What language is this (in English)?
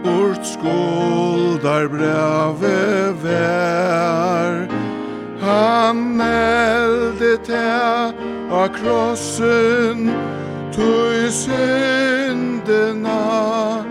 Faroese